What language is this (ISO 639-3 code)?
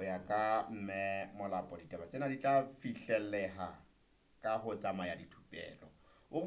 sot